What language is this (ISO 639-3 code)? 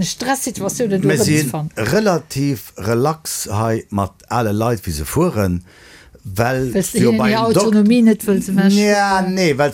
ltz